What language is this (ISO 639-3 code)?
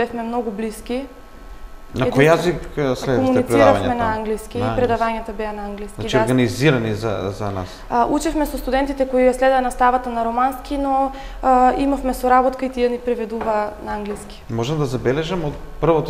mkd